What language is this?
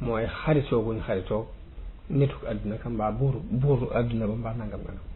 Wolof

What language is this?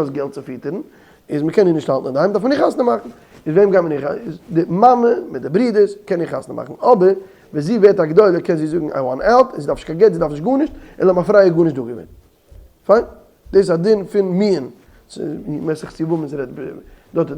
Yiddish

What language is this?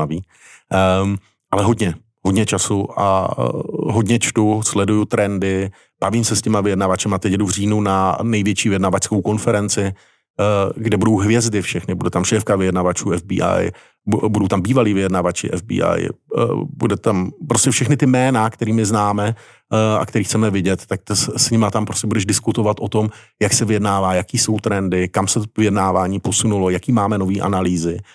Czech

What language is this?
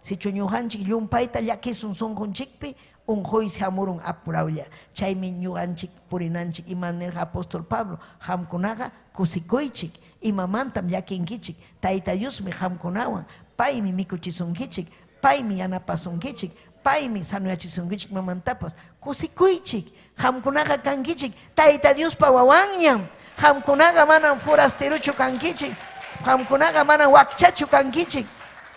Ayacucho Quechua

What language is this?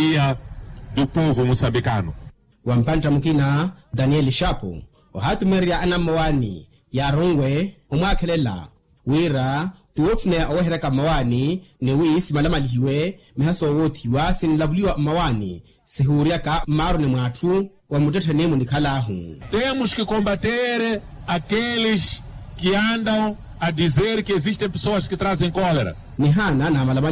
Makhuwa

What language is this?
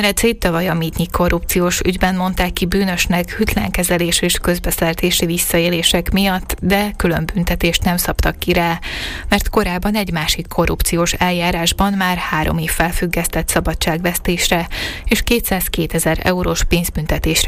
Hungarian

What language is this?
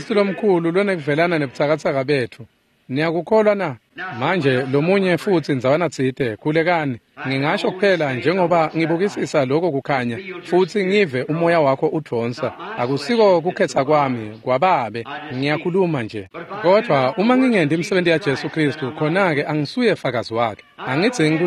Swati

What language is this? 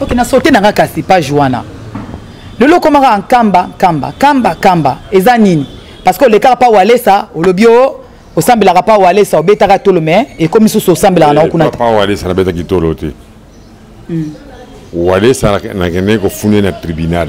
Lingala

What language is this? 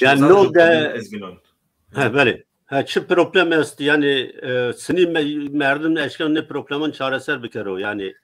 Zaza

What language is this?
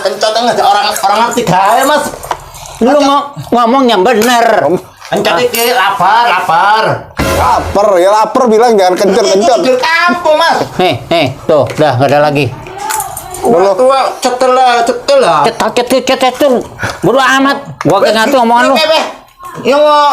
Betawi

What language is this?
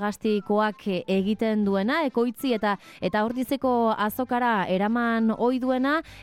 Basque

